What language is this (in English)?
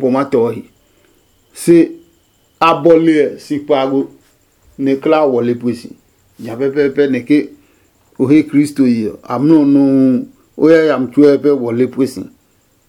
Adangme